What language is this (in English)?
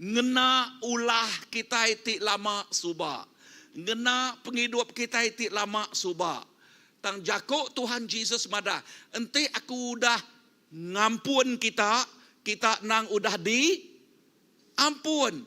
Iban